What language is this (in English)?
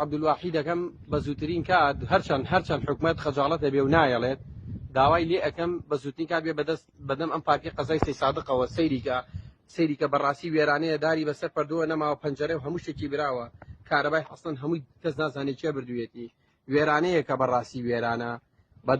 Central Kurdish